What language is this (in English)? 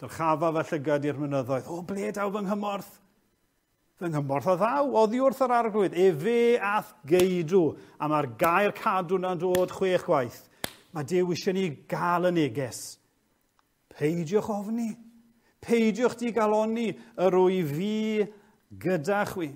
Welsh